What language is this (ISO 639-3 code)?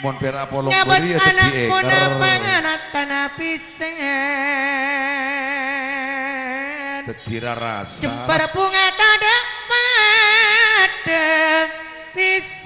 mad